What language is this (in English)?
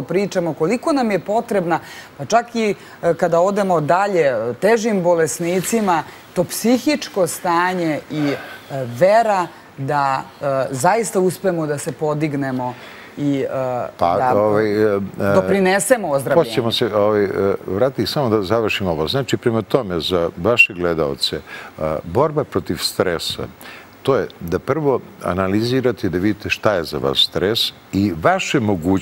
Serbian